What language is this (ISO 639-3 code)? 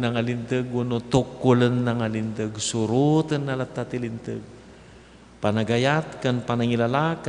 ilo